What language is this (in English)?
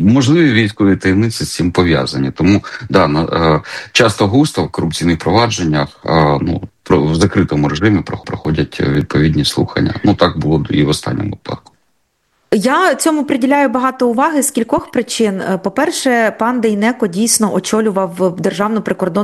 Ukrainian